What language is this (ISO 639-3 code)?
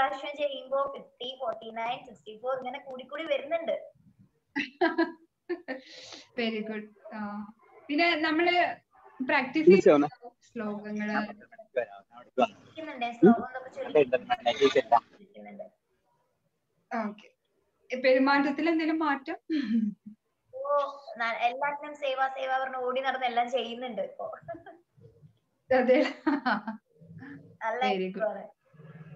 mal